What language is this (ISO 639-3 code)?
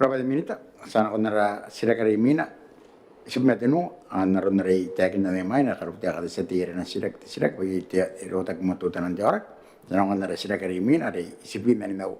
gil